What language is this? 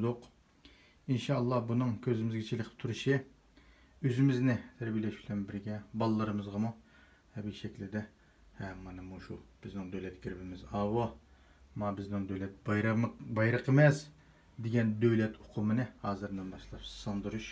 Uyghur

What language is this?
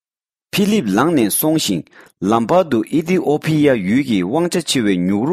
Tibetan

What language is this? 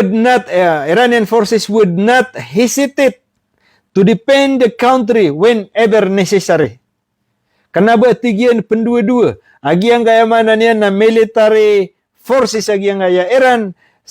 Maranao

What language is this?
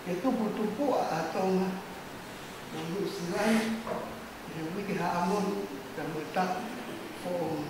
Tongan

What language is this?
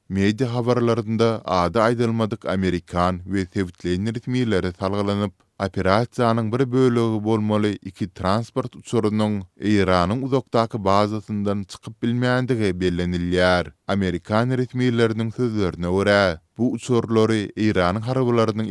Turkmen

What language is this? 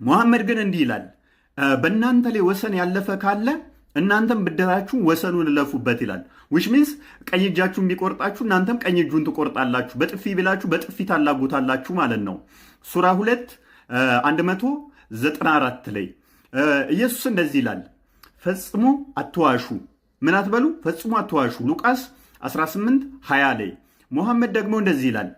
Amharic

